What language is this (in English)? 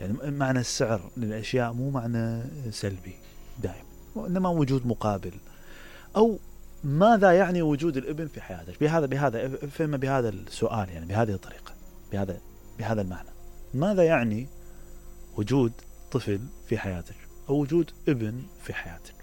Mesopotamian Arabic